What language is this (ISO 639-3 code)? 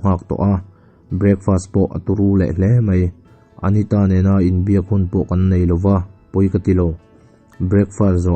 lus